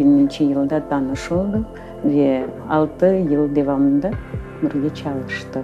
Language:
Crimean Tatar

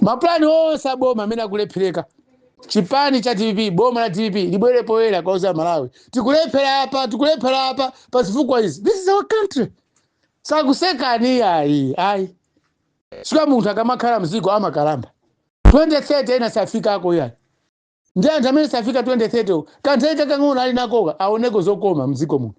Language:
Nyanja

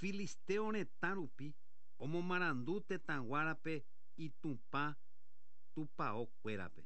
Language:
Guarani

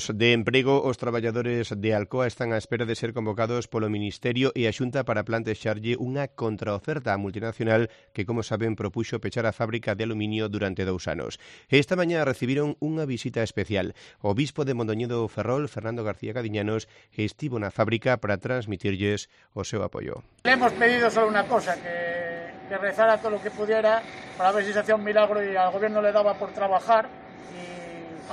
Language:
Galician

